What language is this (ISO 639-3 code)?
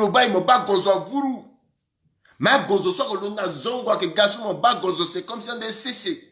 sag